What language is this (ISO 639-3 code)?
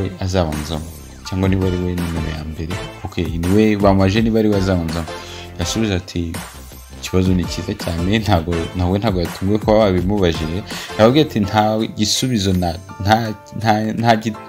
kin